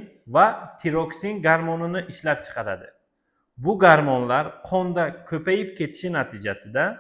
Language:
Uzbek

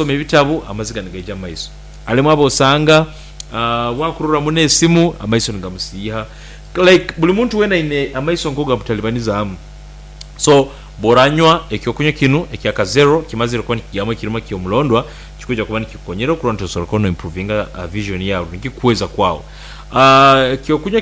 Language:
Nyankole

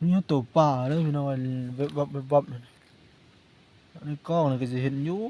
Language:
Northeastern Thai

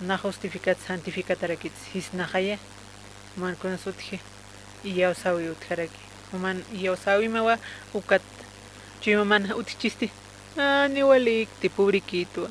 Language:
Aymara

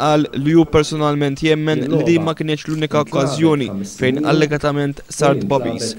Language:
Maltese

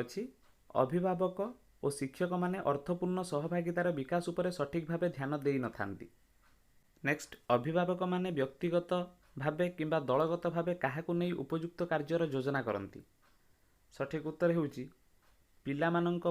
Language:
Odia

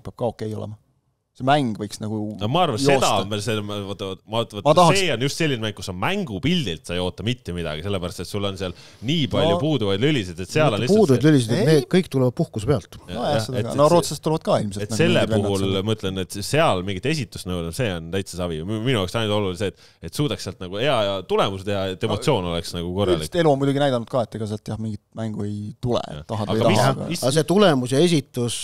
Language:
Estonian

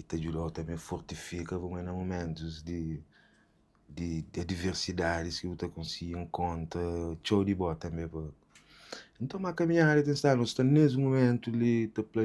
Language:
Kabuverdianu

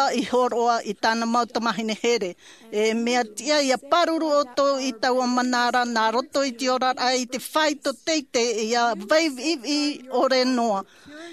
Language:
Tahitian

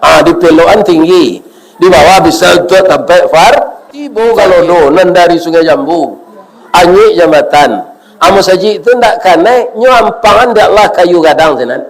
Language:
Minangkabau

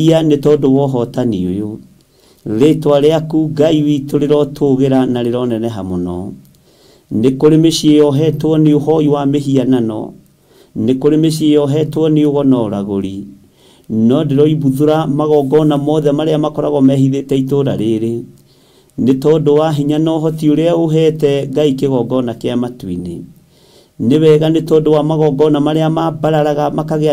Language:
Kikuyu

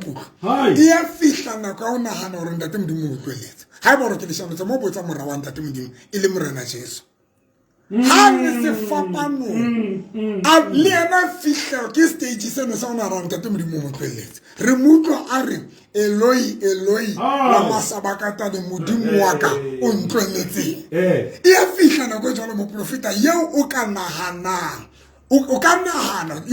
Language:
Southern Sotho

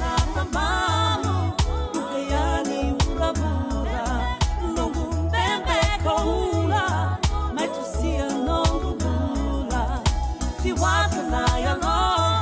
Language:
Fijian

